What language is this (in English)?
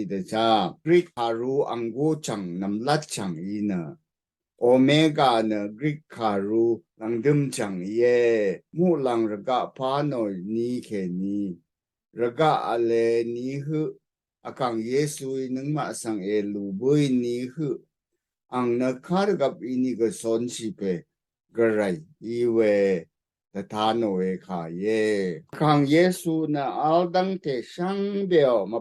Rawang